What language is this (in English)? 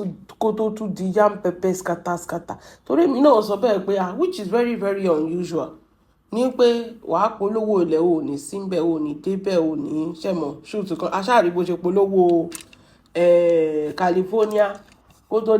Yoruba